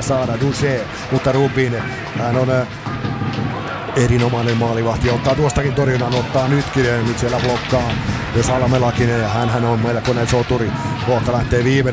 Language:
Finnish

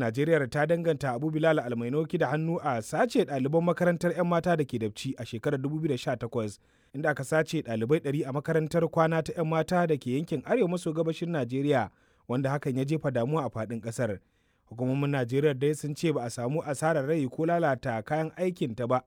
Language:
Hausa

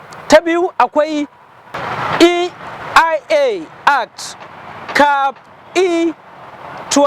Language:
Hausa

